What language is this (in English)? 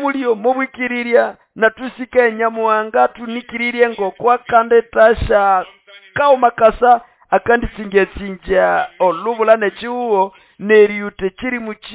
Nande